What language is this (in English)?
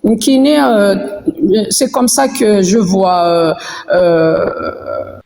Kabyle